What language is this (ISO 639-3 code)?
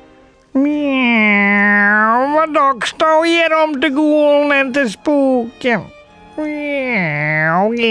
fry